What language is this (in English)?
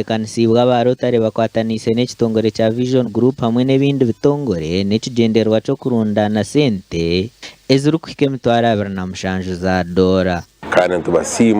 Nyankole